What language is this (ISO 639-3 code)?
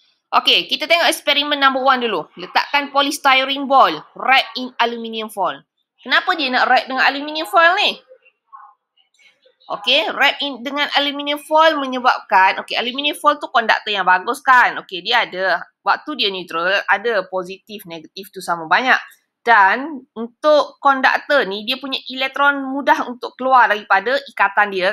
msa